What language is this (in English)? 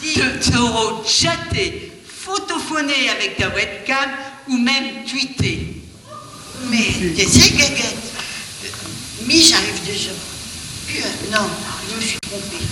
Picard